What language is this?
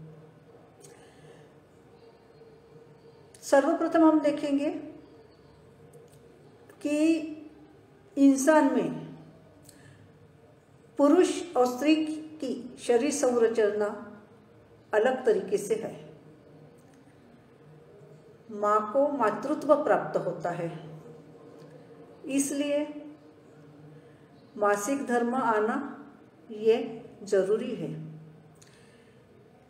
Hindi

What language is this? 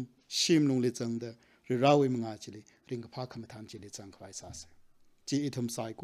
Tangkhul Naga (India)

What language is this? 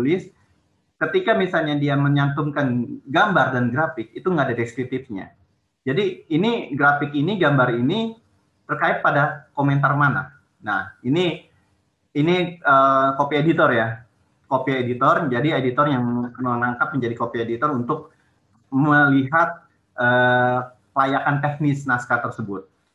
Indonesian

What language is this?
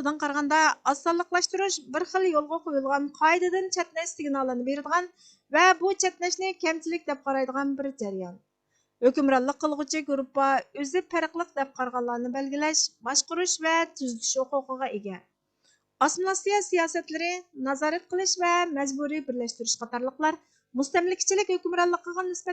Uyghur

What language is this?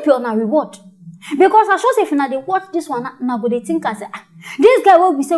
Nigerian Pidgin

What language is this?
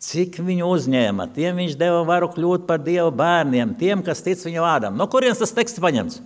Latvian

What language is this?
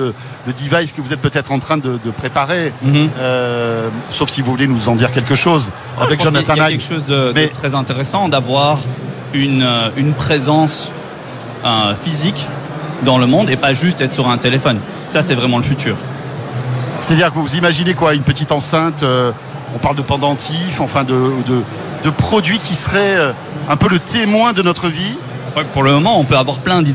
French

